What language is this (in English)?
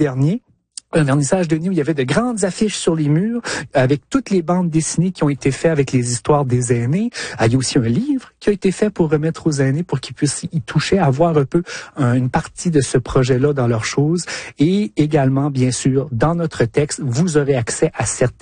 French